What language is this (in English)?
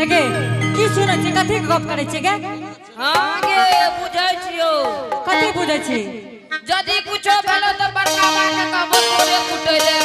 Angika